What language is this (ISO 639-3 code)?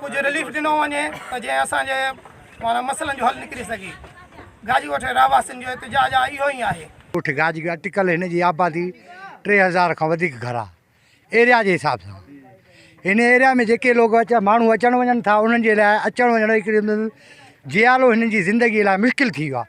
snd